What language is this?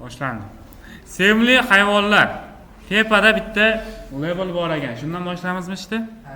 Uzbek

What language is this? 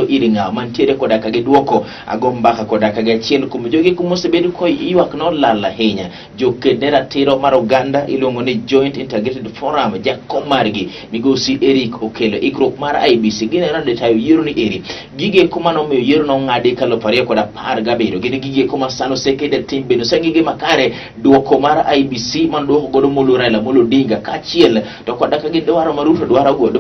Luo (Kenya and Tanzania)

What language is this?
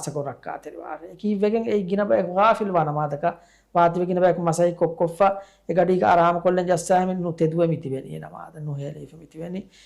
Divehi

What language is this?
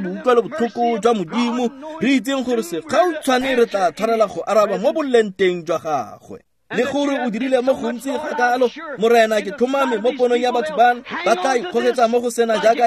Tswana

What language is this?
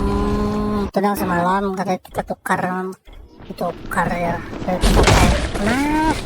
Banjar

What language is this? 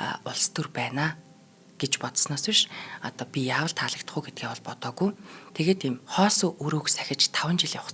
Mongolian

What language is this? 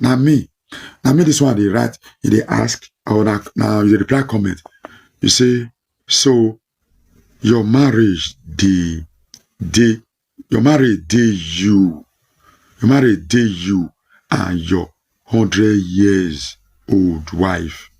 Nigerian Pidgin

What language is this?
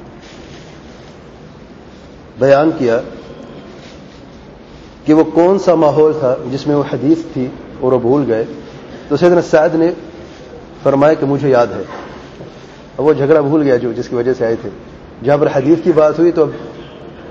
Urdu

